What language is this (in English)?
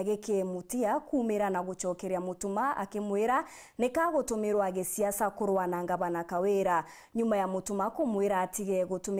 Meru